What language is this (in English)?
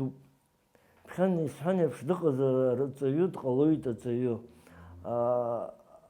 Abkhazian